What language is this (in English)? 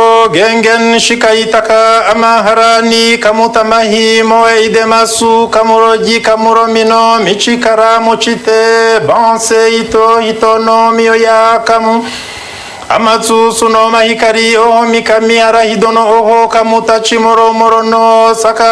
Kinyarwanda